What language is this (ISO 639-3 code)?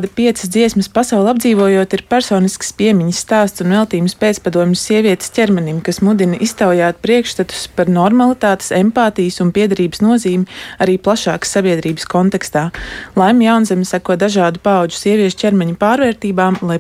lav